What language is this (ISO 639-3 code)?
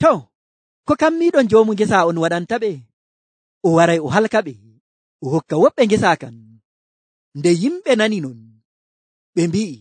fuv